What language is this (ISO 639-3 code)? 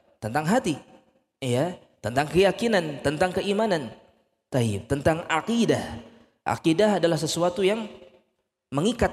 ind